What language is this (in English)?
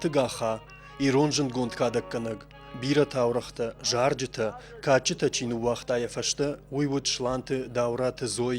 Ossetic